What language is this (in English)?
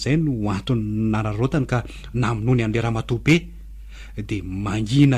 Malagasy